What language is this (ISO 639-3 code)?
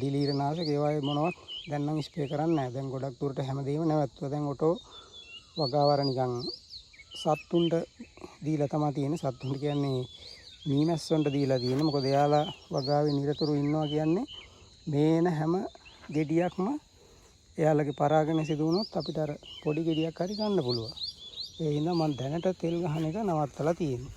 sin